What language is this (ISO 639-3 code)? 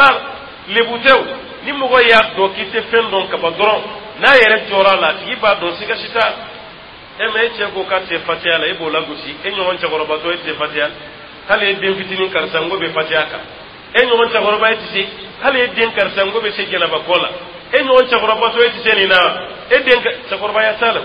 dyu